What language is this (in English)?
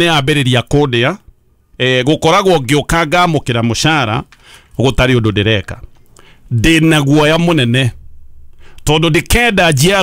Kikuyu